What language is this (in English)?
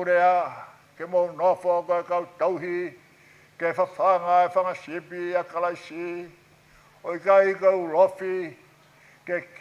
Tongan